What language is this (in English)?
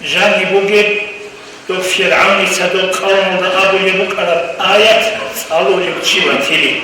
Avaric